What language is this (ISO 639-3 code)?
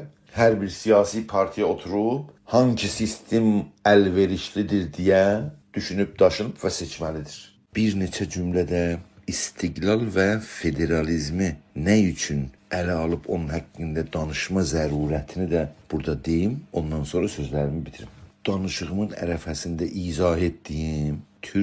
azb